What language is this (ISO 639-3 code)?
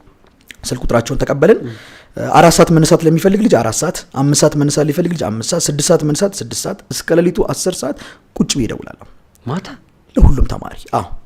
amh